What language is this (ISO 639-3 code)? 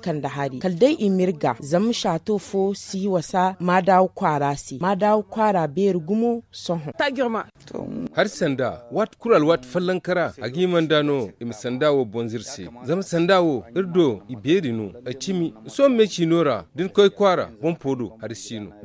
dje